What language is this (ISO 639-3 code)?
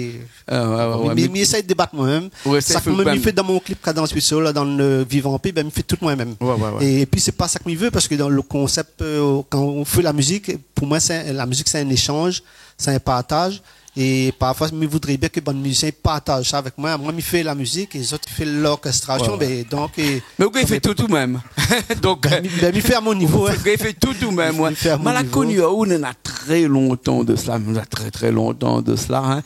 rcf